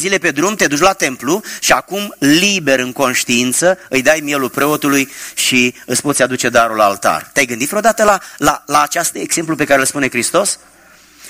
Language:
Romanian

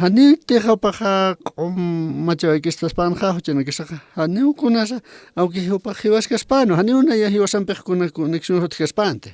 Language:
Aymara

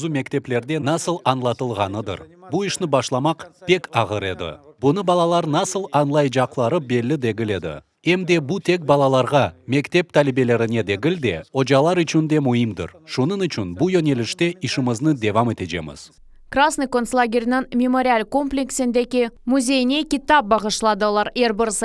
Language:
Crimean Tatar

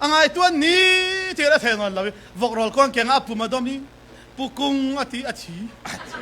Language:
Falam Chin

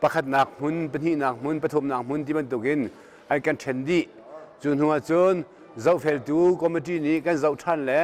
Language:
Hakha Chin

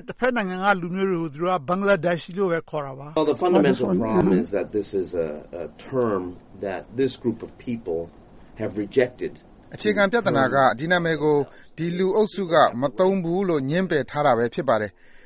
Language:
Burmese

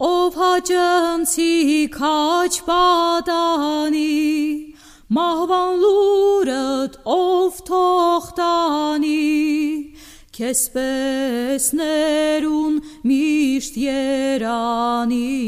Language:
Armenian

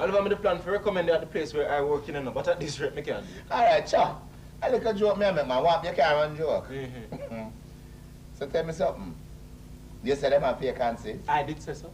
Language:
Jamaican Creole English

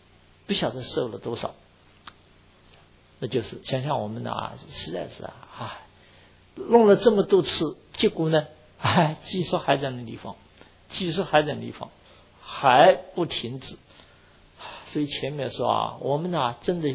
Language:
Chinese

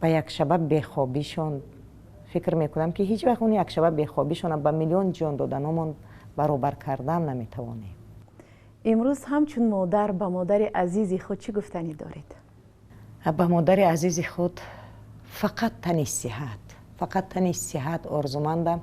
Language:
Tajik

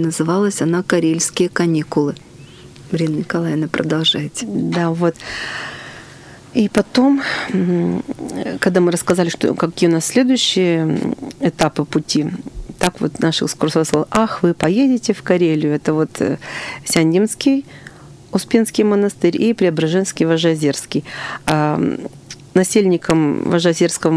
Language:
Russian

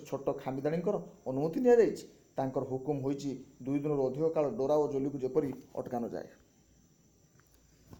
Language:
Odia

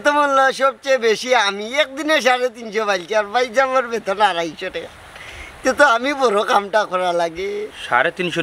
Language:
Sylheti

